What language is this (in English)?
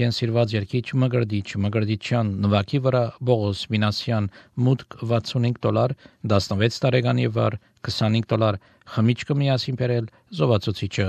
Armenian